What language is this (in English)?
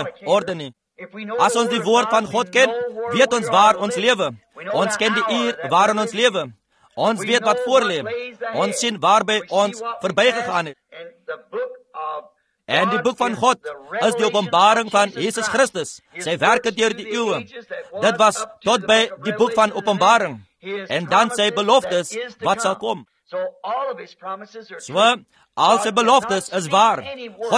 Afrikaans